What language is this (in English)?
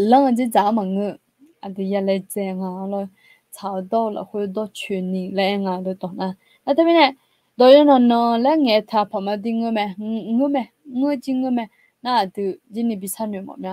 Akha